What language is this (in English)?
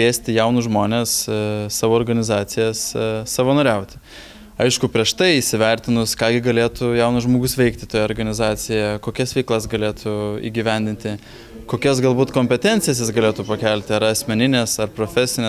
Lithuanian